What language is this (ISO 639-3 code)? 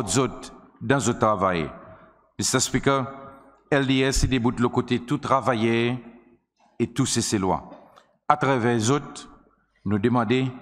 crs